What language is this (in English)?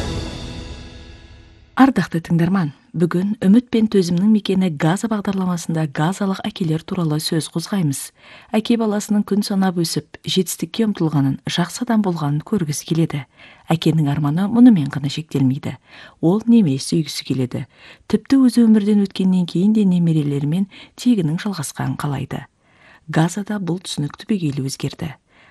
Kazakh